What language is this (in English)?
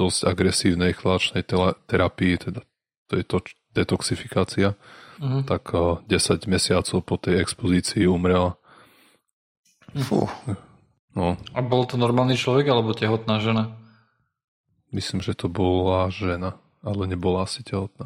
Slovak